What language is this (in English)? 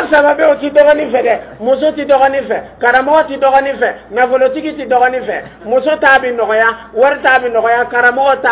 Dyula